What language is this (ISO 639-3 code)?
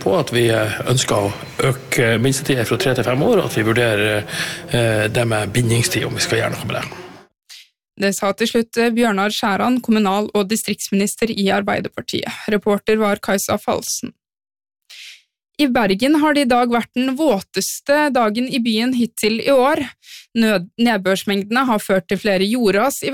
nor